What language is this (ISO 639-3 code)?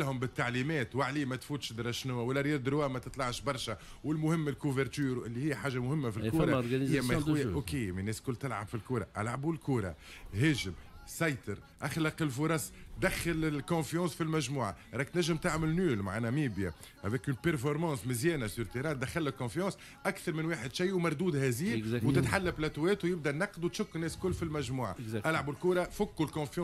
aeb